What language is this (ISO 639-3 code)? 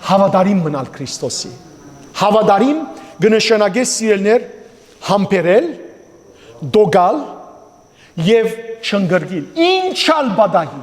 hyw